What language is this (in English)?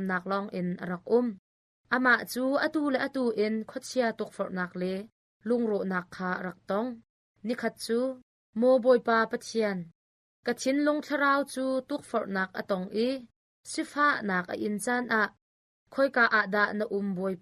Hakha Chin